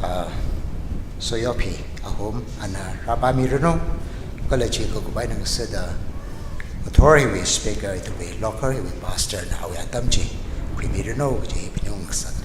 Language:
Tangkhul Naga (India)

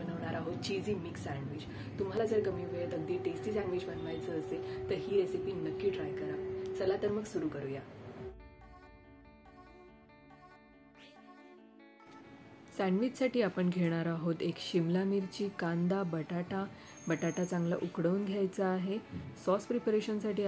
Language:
Marathi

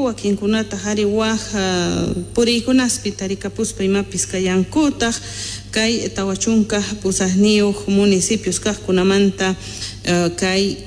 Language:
Quechua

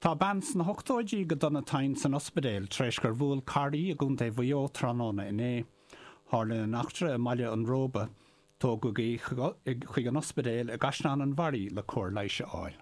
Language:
Irish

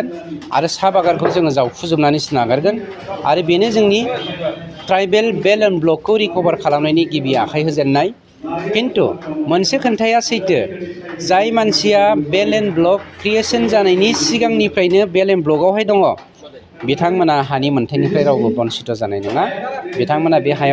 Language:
Bodo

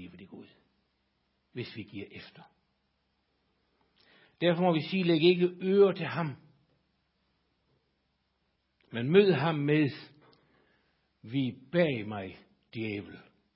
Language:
Danish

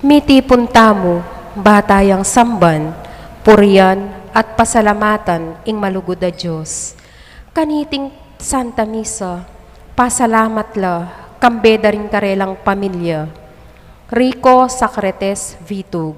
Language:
Pampanga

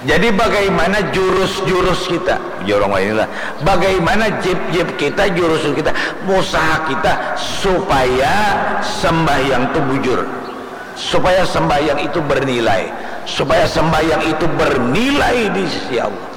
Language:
Banjar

